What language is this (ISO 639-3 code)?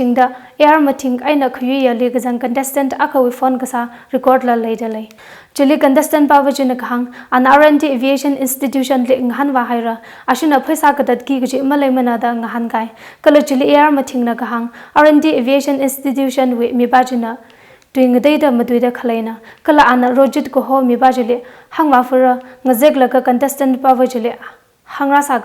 nmf